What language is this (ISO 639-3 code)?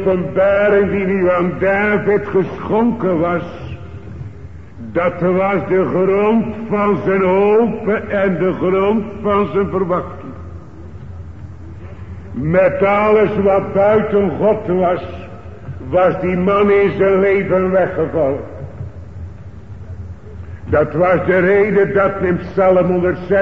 nld